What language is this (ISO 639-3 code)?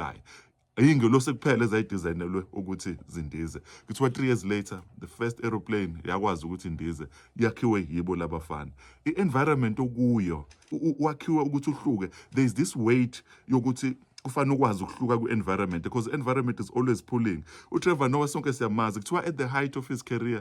zul